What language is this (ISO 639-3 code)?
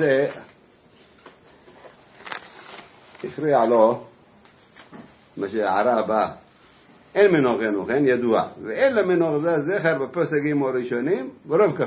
heb